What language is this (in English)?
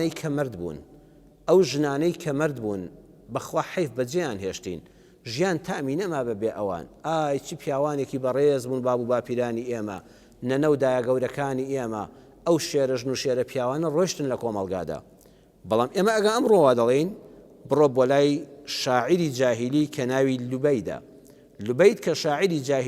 Central Kurdish